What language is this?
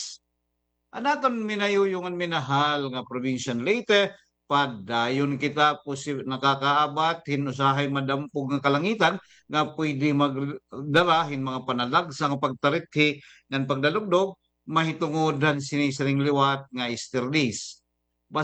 Waray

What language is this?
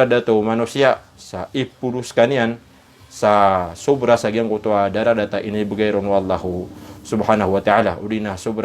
Maranao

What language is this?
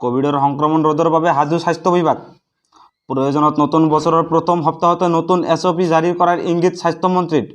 Assamese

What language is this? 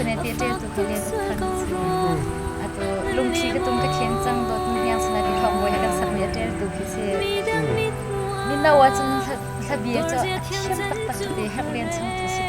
Hakha Chin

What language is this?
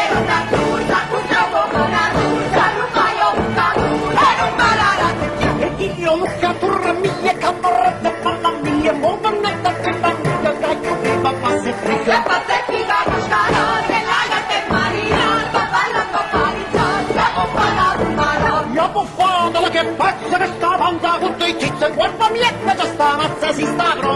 Neapolitan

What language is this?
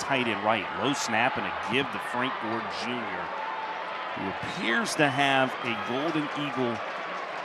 English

